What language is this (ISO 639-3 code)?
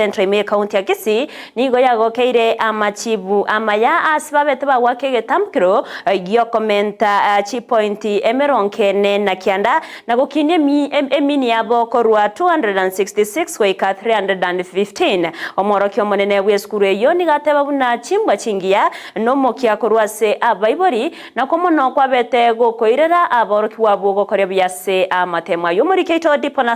guz